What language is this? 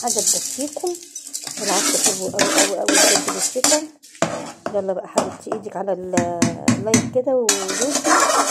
Egyptian Arabic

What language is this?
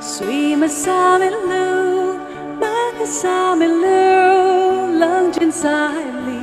Tangkhul Naga (India)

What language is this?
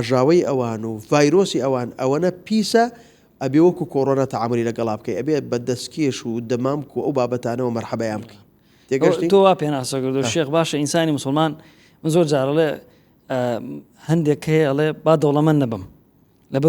Central Kurdish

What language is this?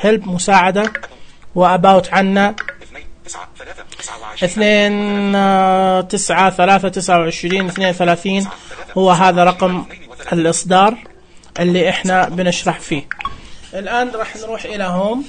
Najdi Arabic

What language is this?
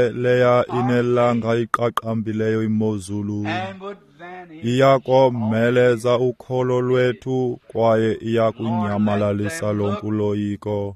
Xhosa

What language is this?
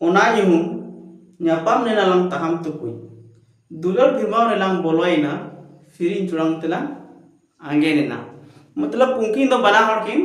Santali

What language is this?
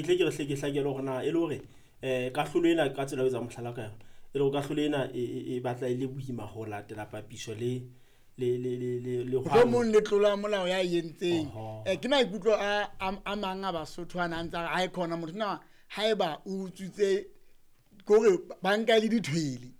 Southern Sotho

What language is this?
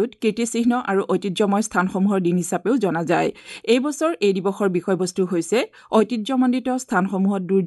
Assamese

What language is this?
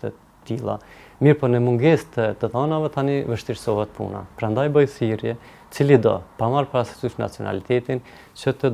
Albanian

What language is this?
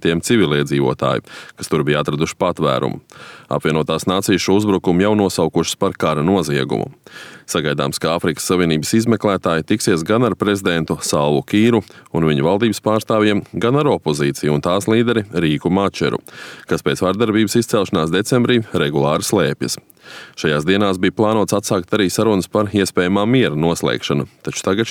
Latvian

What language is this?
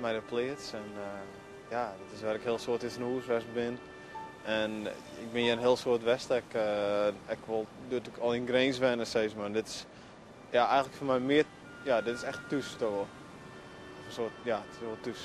Western Frisian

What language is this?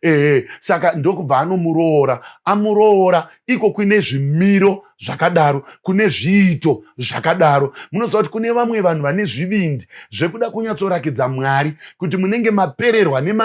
Shona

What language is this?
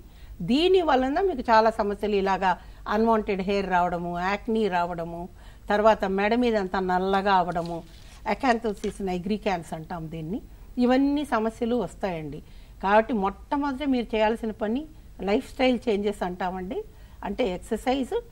Telugu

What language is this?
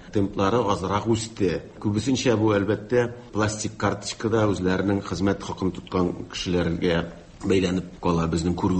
Tatar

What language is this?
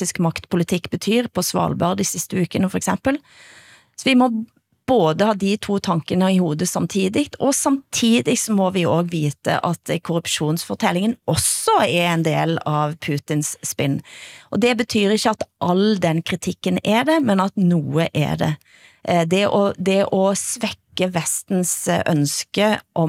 Norwegian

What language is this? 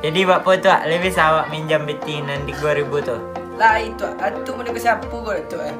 Minangkabau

